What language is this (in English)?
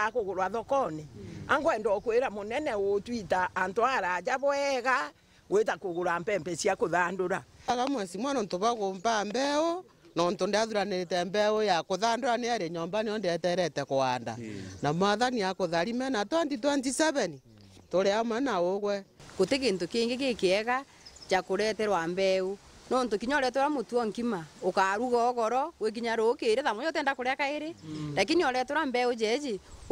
Meru